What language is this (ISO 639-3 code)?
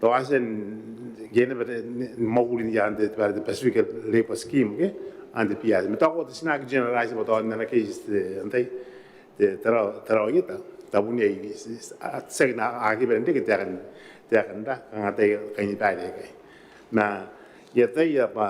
gil